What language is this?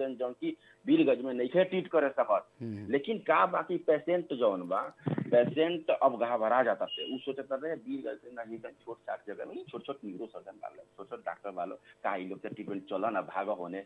Bhojpuri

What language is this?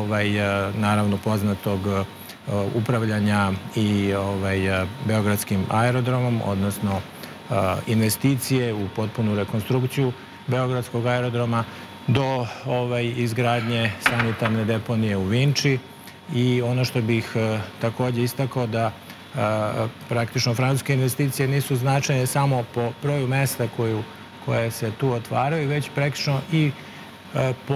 Serbian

